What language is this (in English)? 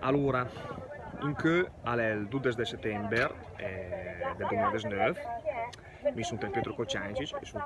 Lombard